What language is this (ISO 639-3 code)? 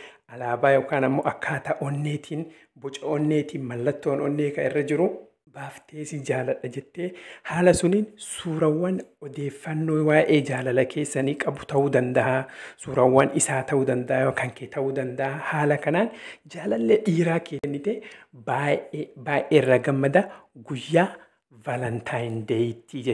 orm